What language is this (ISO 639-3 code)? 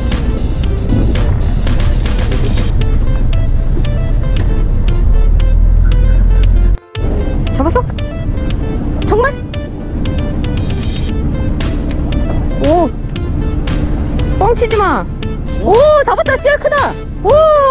kor